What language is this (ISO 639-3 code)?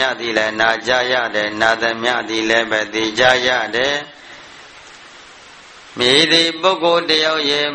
mya